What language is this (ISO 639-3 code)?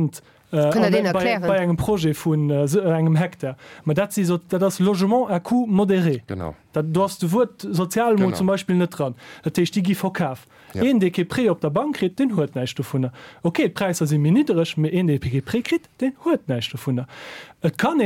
ltz